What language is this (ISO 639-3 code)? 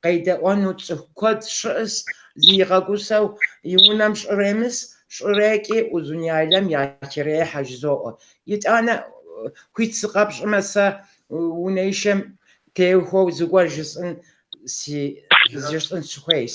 kbd